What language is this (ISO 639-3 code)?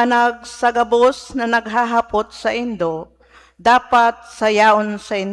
bik